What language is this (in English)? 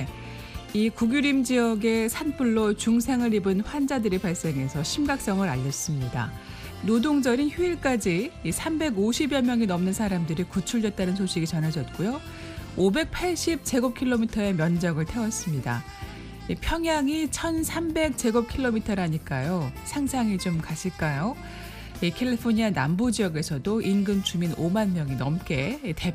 Korean